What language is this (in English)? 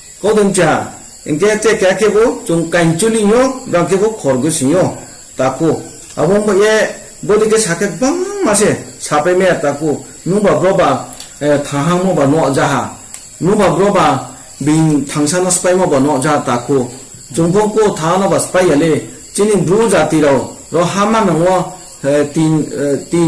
Riang (India)